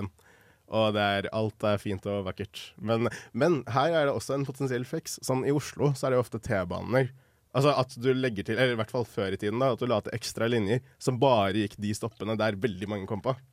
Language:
Norwegian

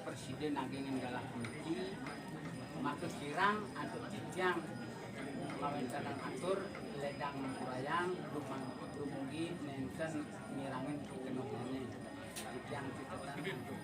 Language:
Balinese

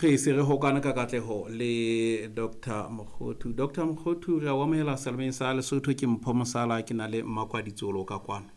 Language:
Southern Sotho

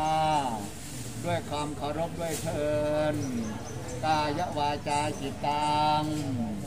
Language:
Thai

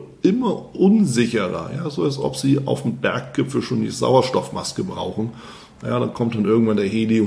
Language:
German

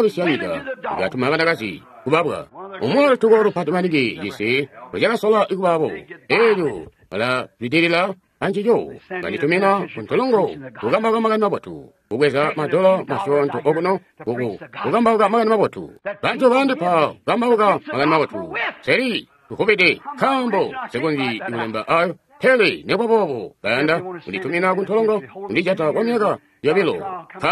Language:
Tonga (Zambia)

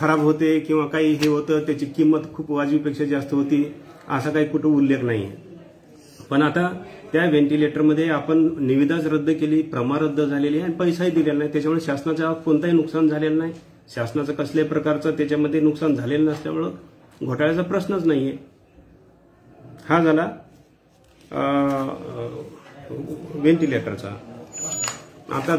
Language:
Marathi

